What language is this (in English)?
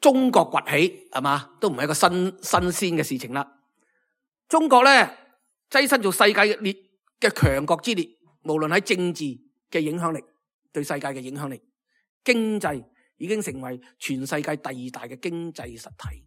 Cantonese